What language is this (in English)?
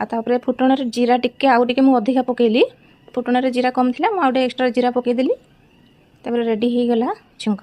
Odia